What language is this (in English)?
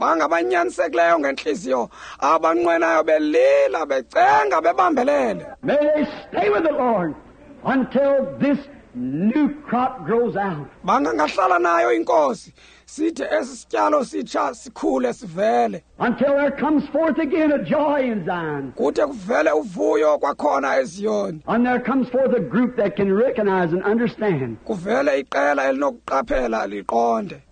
Xhosa